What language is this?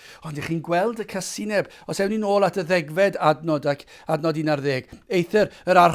Welsh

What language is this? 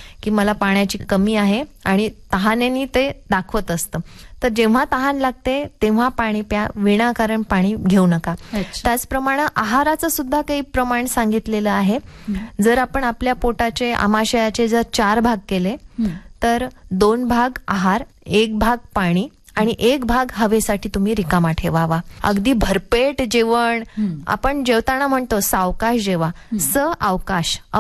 Marathi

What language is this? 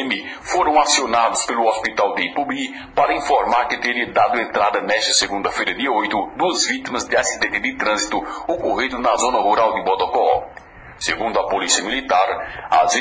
Portuguese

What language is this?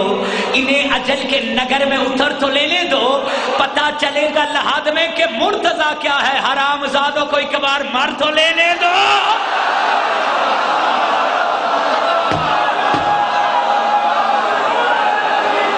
Urdu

